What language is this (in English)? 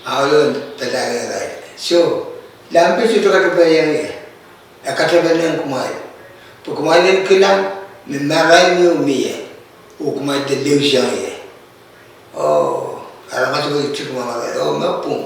Pohnpeian